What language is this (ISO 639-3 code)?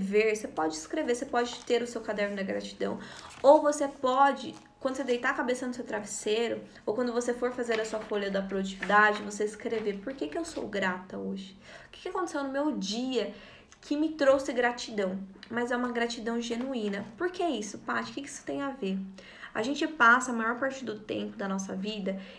por